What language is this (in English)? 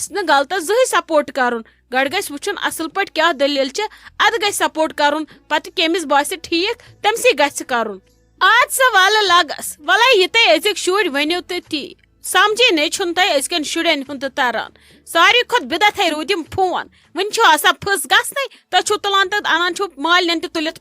Kashmiri